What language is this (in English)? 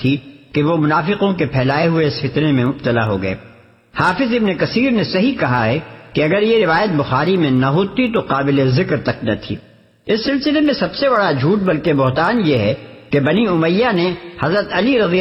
Urdu